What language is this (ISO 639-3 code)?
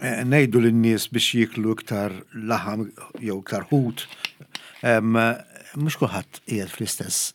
mlt